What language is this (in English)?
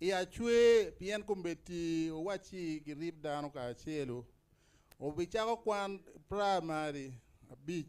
Acoli